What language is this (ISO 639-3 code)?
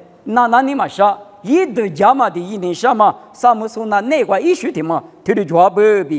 lis